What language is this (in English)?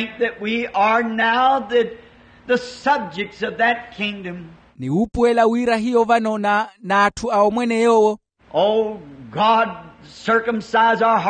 Makhuwa